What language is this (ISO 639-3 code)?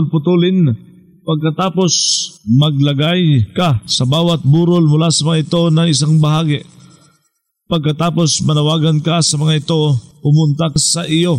fil